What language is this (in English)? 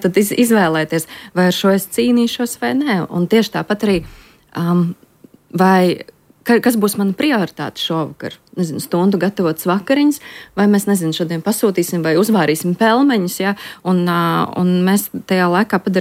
Latvian